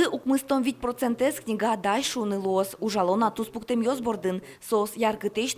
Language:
Udmurt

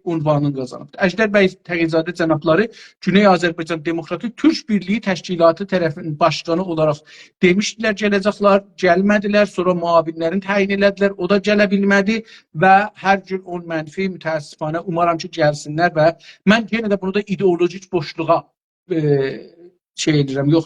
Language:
South Azerbaijani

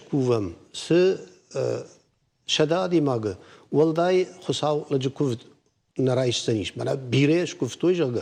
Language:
Ossetic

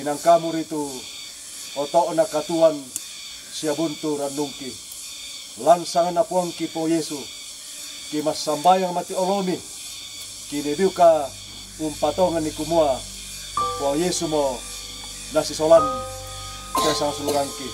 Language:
Toraja-Sa'dan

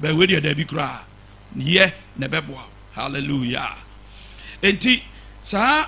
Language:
Akan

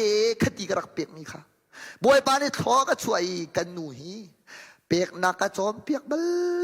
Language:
Hakha Chin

